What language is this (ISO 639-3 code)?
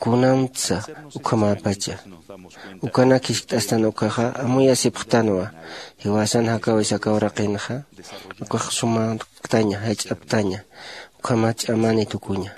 aym